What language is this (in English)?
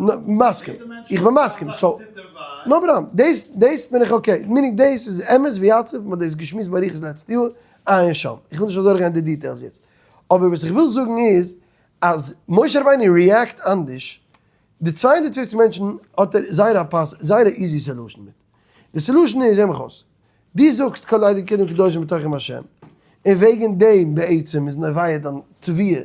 Yiddish